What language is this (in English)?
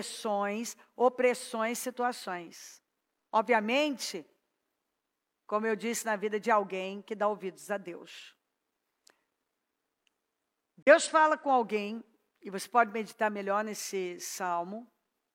Portuguese